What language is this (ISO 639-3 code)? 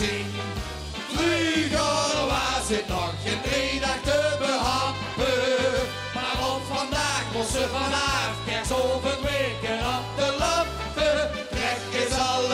lim